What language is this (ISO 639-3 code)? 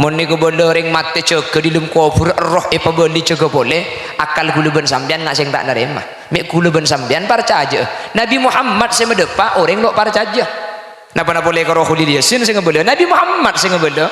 mad